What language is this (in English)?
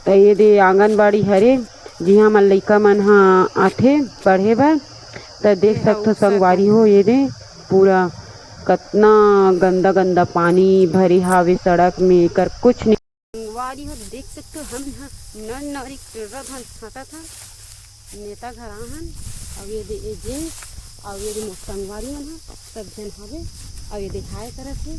Chhattisgarhi